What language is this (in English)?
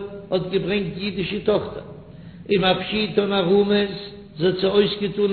Yiddish